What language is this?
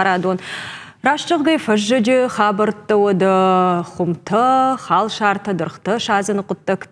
Ossetic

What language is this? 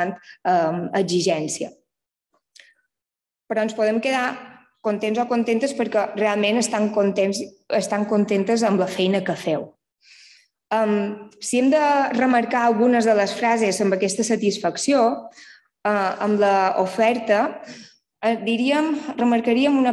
Catalan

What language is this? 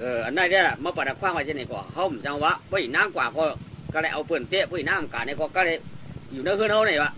Shan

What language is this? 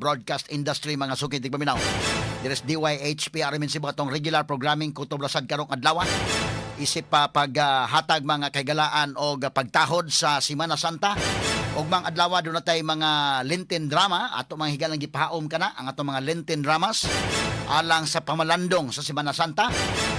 Cebuano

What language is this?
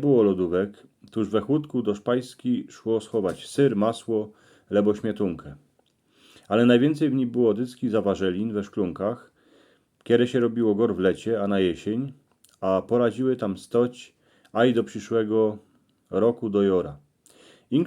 Silesian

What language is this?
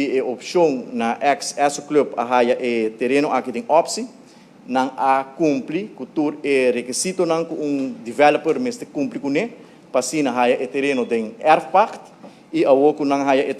Papiamento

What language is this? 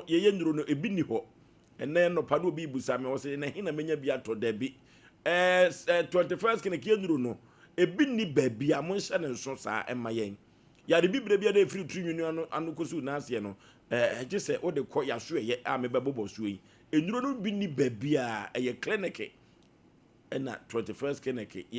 Akan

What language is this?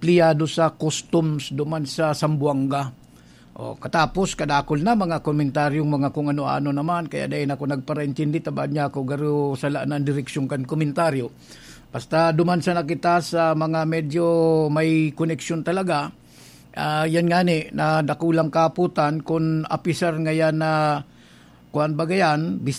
Bikol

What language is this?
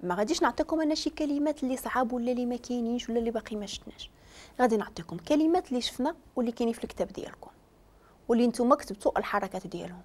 Moroccan Arabic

